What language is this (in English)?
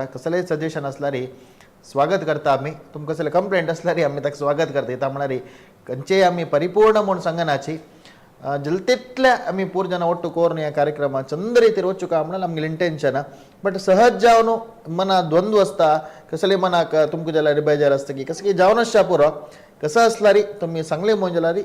Konkani